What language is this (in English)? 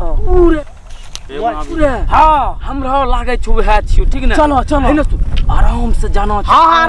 Angika